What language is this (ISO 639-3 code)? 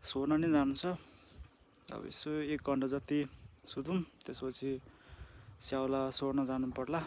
nep